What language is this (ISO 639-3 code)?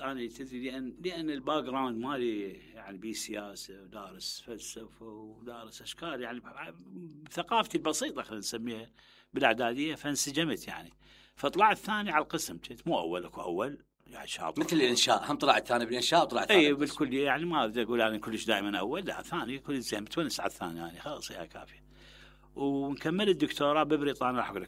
acm